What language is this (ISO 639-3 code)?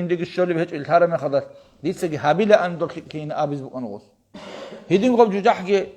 ava